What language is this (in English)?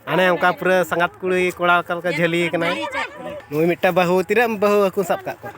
Santali